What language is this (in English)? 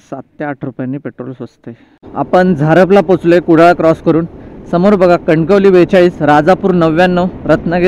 Marathi